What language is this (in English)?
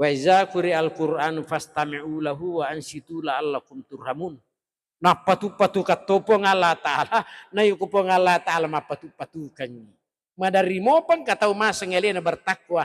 Buginese